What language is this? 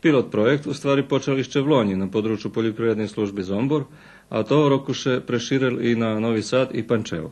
Rusyn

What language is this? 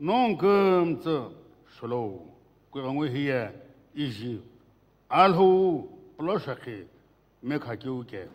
Sumi Naga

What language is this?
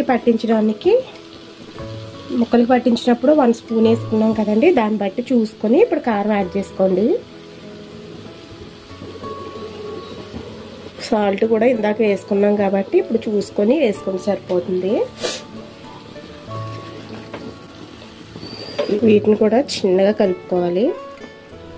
Telugu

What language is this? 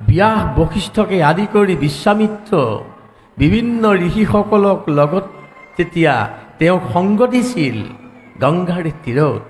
Assamese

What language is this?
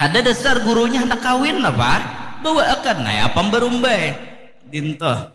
Banjar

